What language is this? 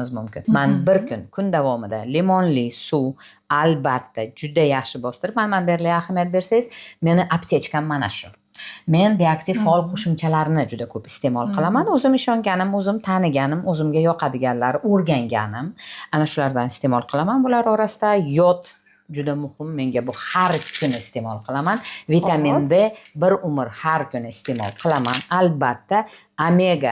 Uzbek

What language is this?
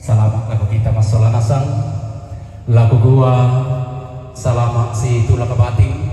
Toraja-Sa'dan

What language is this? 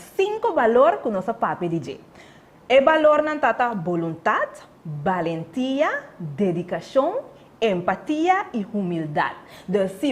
Papiamento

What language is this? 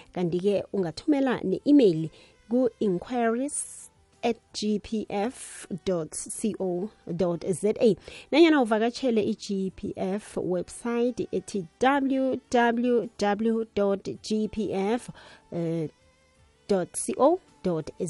South Ndebele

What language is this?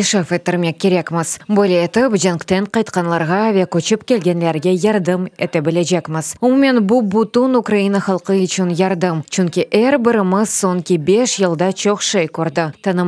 Crimean Tatar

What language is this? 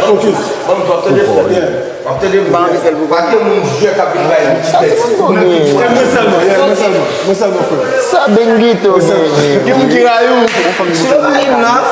Haitian Creole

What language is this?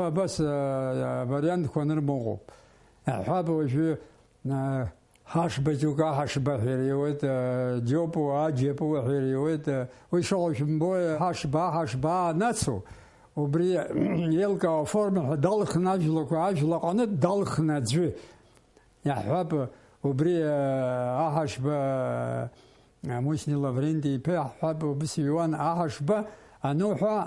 Abkhazian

